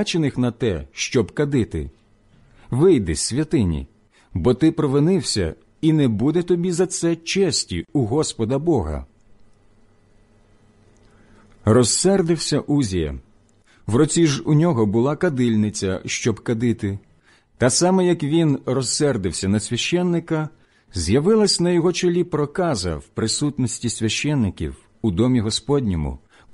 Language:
Ukrainian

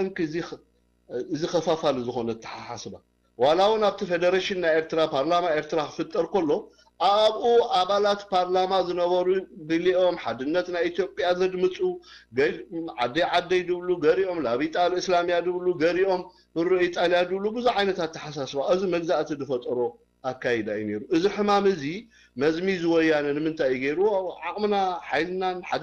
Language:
Tigrinya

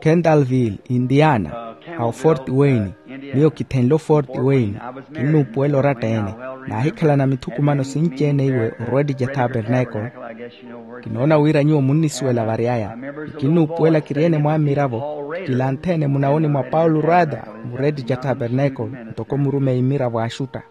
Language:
Makhuwa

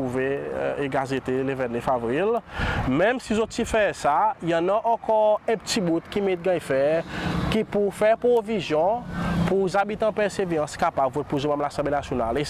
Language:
Seselwa Creole French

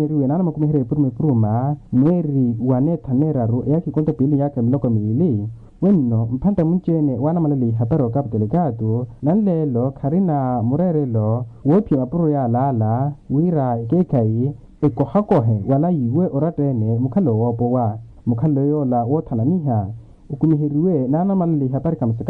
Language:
Makhuwa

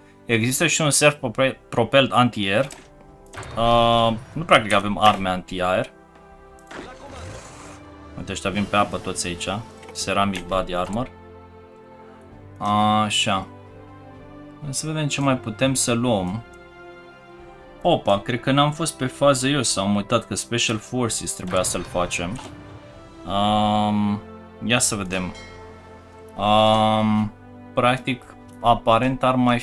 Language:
Romanian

